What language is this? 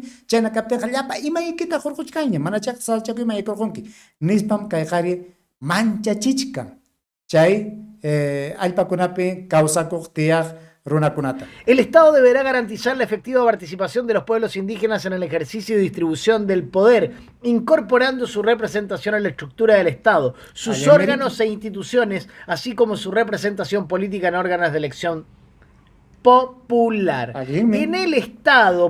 Ayacucho Quechua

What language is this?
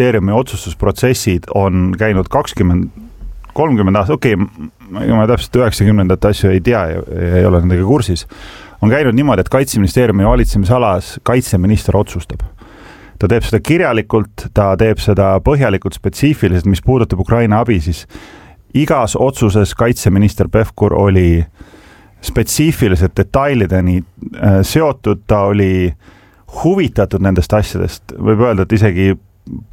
Estonian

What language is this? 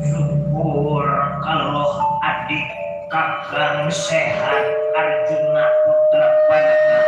Betawi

